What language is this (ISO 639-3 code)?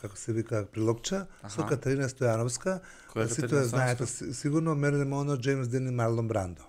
mkd